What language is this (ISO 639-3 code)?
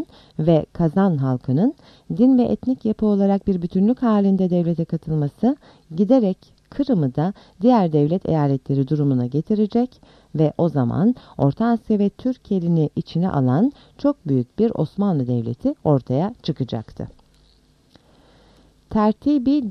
tur